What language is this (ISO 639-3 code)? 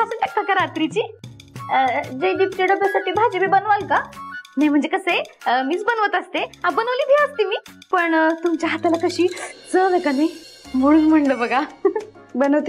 mar